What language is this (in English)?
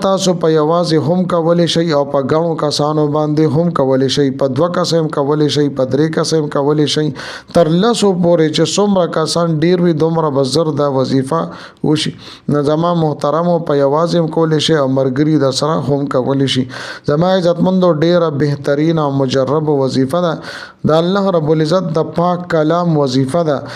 Pashto